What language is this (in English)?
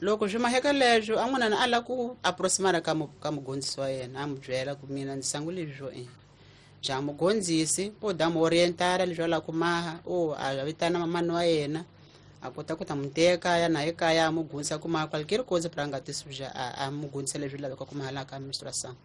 Tsonga